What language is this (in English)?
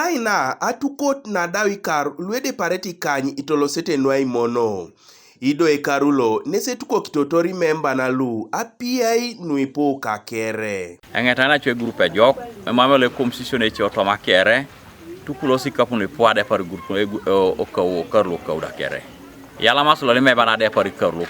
Teso